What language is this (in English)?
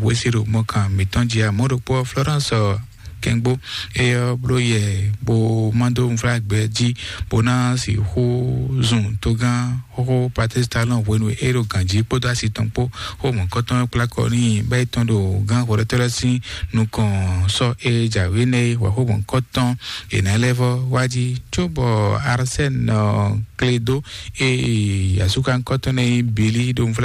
Fon